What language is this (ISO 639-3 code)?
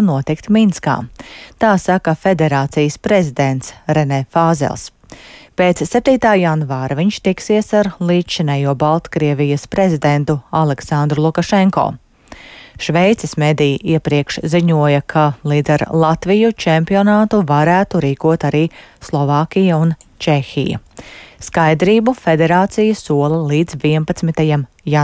lav